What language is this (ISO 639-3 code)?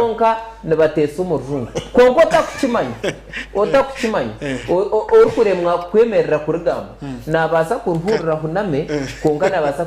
nyn